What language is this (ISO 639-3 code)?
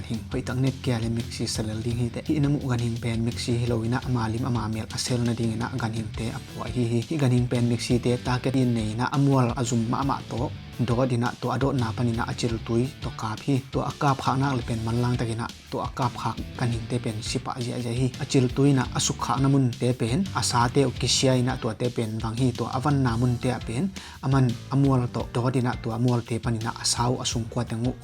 ctd